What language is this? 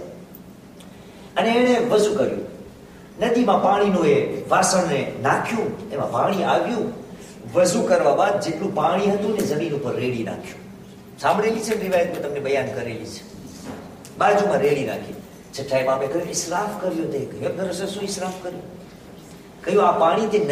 Gujarati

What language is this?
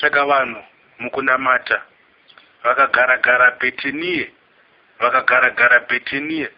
Shona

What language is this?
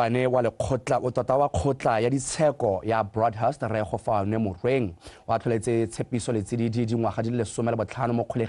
Tswana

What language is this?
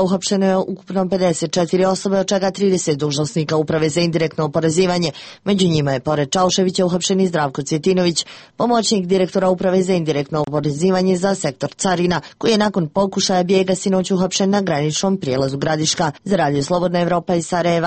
Serbian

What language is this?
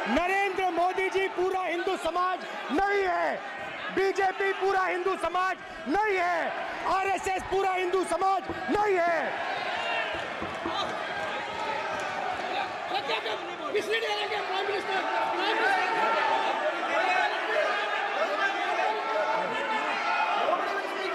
Hindi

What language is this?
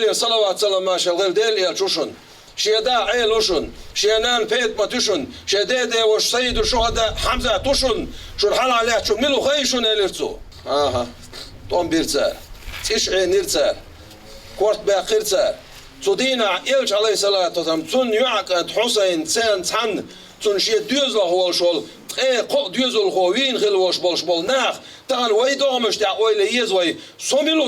Chechen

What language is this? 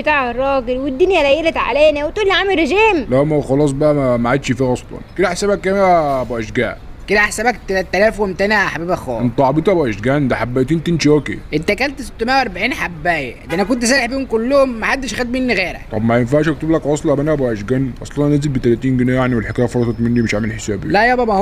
Egyptian Arabic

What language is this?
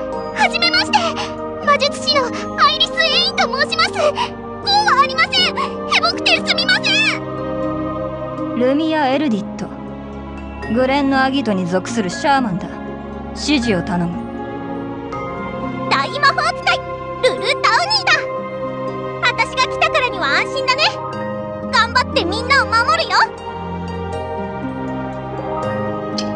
Japanese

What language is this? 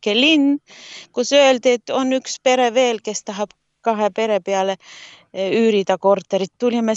Estonian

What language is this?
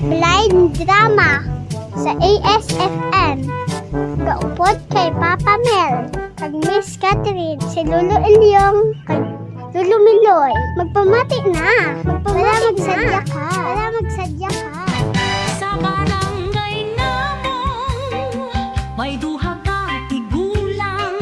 Hiligaynon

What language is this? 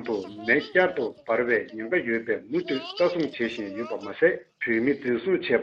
Tibetan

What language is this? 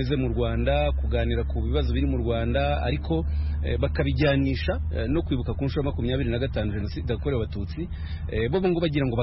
Kinyarwanda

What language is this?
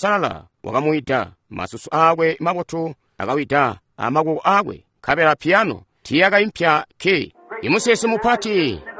Tonga (Zambia)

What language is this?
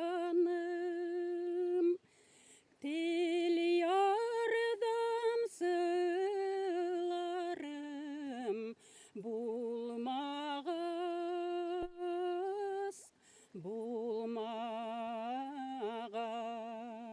Bashkir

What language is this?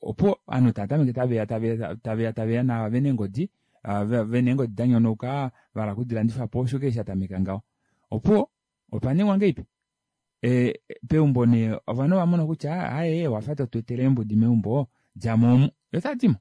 Kuanyama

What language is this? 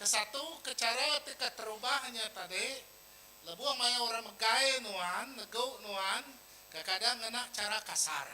Iban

